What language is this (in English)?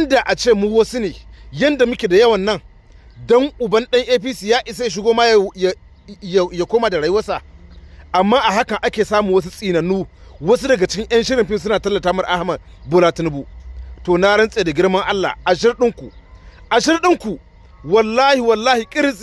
Hausa